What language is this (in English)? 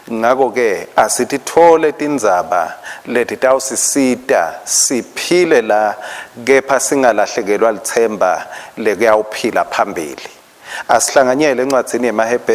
Swati